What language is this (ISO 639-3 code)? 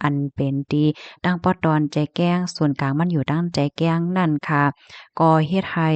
shn